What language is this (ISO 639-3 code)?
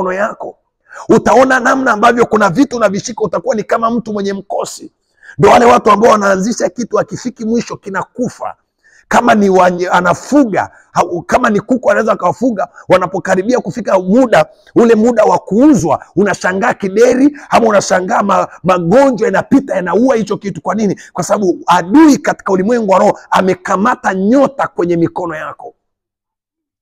swa